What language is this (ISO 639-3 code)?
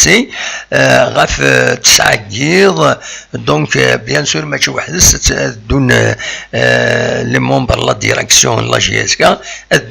kab